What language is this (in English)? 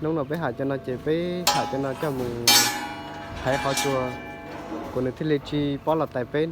Hmong